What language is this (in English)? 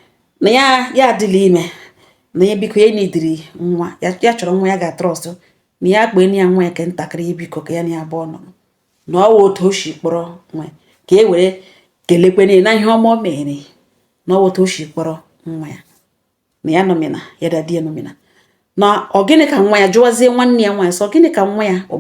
Igbo